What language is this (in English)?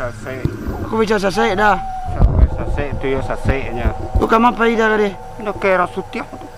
Minangkabau